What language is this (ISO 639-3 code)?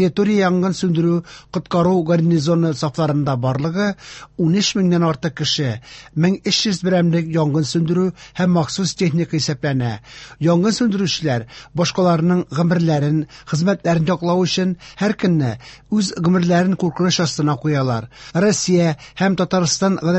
tat